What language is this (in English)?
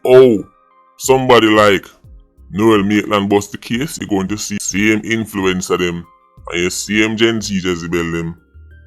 Jamaican Creole English